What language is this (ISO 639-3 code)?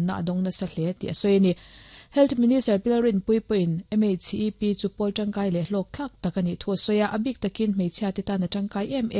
lus